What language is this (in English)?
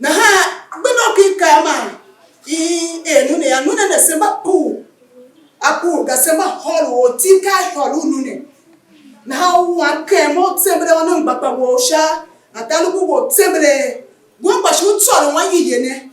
Tiv